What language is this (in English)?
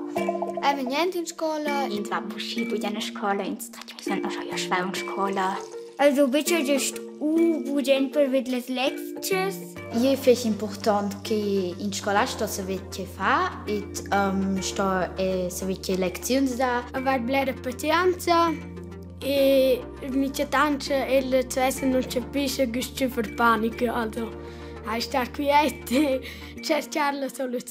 Romansh